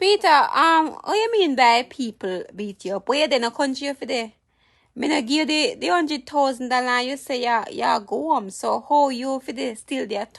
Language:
Jamaican Creole English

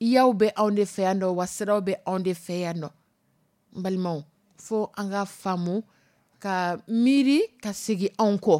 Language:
Dyula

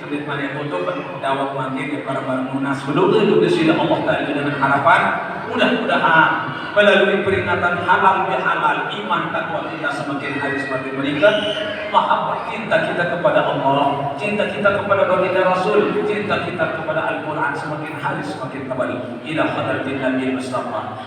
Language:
Sasak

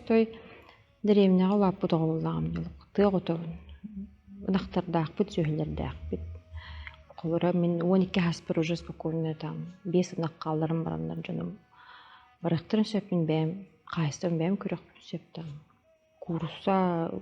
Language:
Yakut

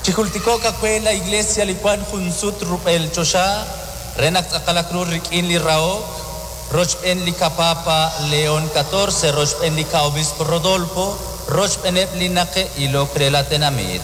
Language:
Kekchí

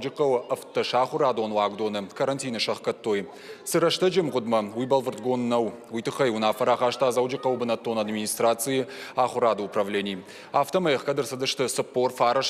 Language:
Ossetic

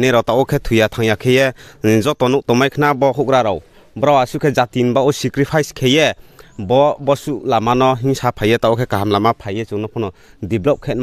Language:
Riang (India)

